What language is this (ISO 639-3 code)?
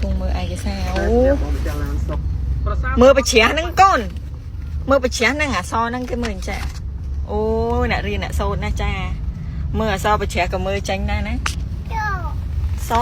khm